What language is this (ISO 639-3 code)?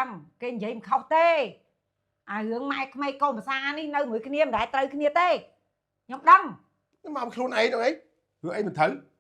khm